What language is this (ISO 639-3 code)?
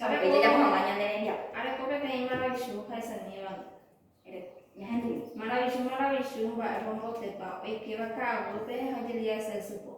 grn